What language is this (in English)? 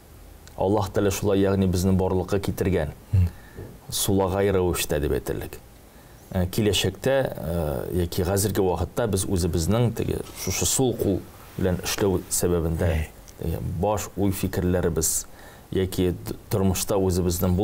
Tatar